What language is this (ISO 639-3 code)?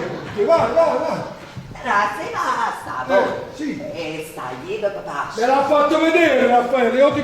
nap